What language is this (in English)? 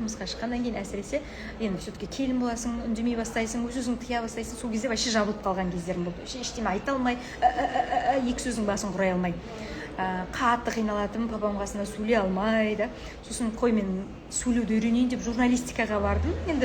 Kazakh